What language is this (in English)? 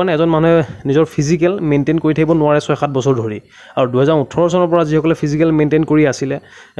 Assamese